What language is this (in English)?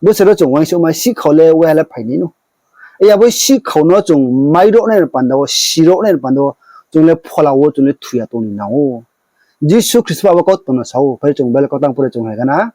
Riang (India)